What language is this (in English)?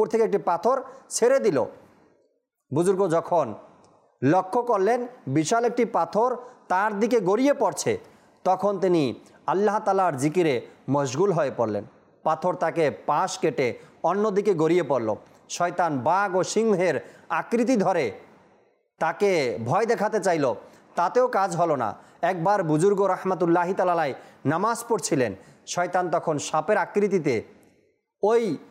Bangla